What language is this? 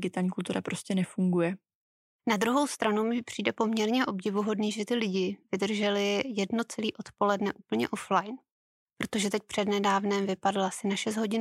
Czech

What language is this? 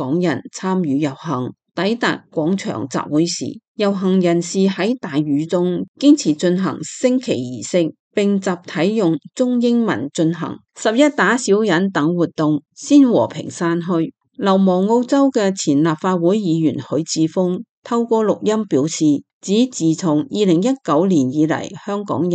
Cantonese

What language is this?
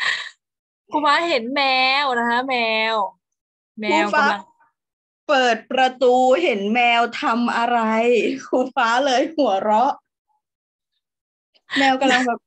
Thai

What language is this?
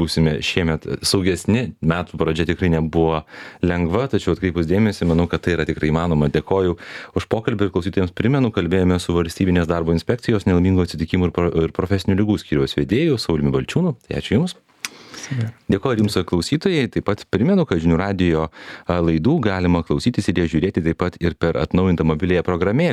Lithuanian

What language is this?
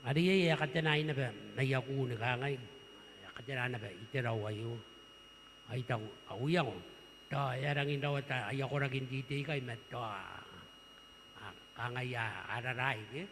Gilbertese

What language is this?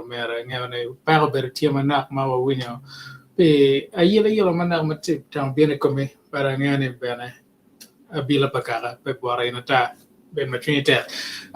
Acoli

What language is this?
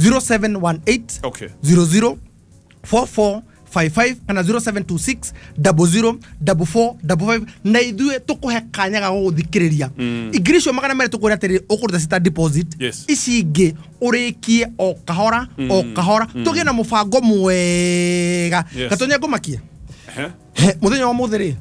Kikuyu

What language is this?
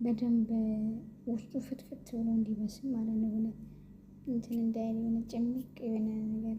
Amharic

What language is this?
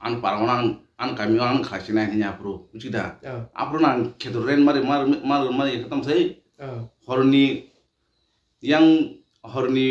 Kok Borok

